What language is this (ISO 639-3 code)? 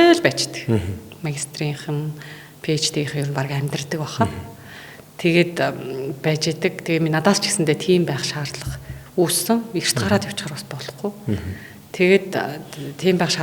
mon